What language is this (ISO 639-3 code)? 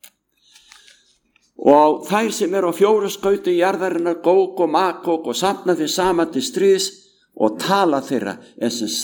isl